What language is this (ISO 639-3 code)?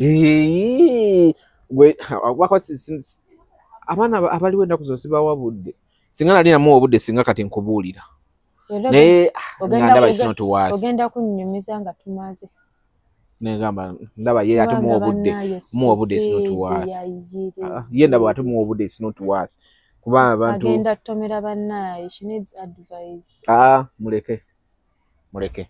lug